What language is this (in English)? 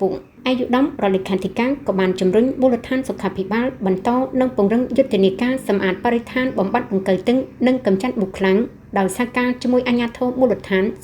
Khmer